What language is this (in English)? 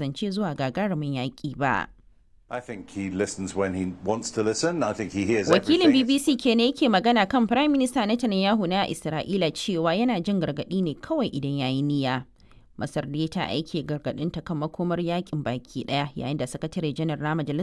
Hausa